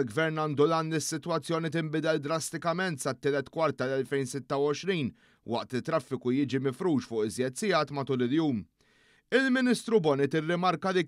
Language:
Maltese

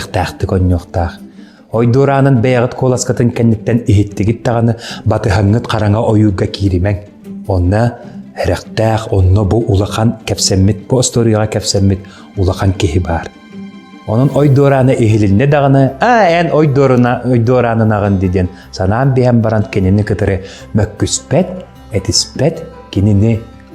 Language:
Yakut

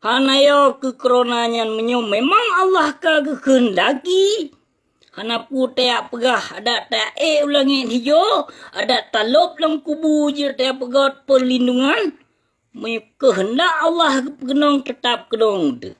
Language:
Achinese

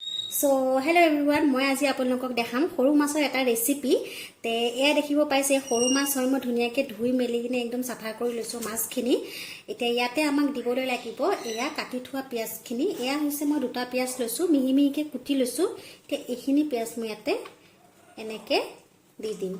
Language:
Assamese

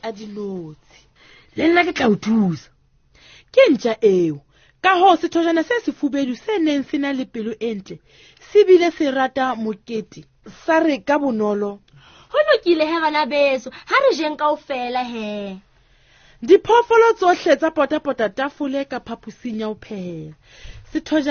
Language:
Southern Sotho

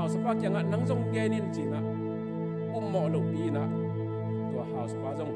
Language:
Tedim Chin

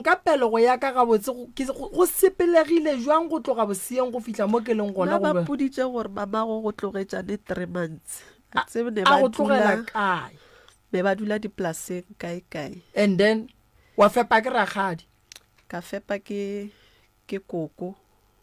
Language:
Northern Sotho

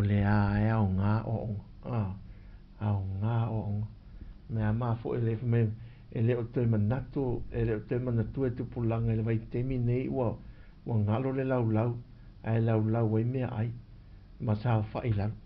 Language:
Samoan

